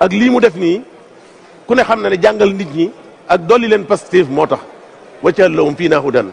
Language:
Wolof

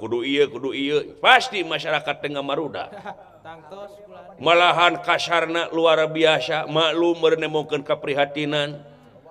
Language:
Sundanese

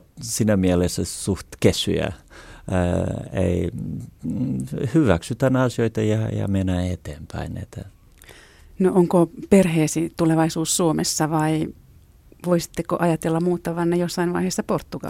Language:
Finnish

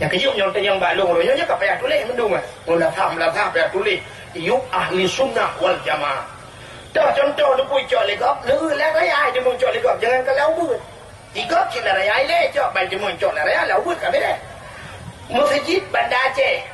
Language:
Achinese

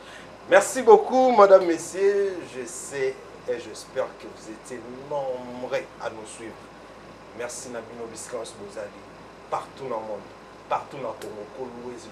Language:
Lingala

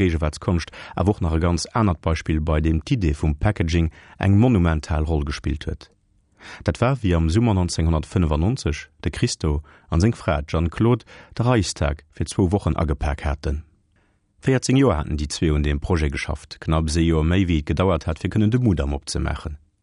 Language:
Luxembourgish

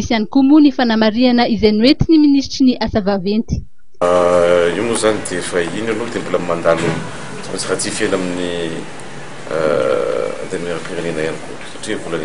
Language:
Malagasy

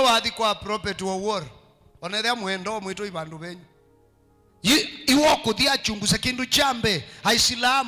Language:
Kamba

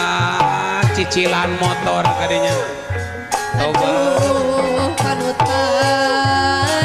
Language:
Sundanese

